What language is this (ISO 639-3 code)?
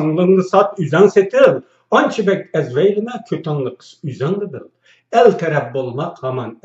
uig